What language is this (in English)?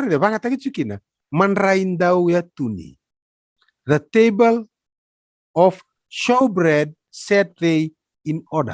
Fijian